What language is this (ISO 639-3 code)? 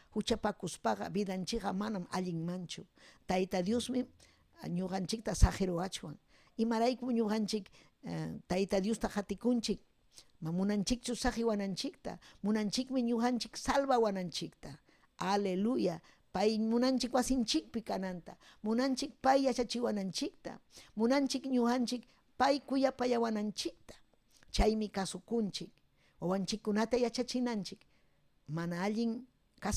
quy